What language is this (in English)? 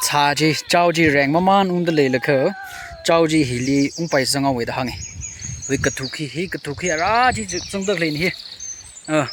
Tangkhul Naga (India)